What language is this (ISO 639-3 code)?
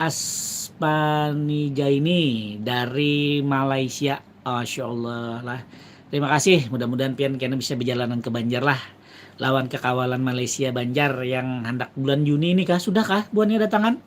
bjn